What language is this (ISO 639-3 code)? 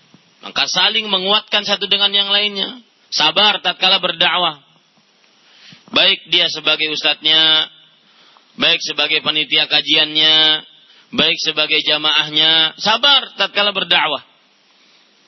ind